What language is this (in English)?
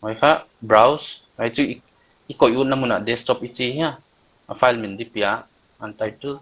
Paite Chin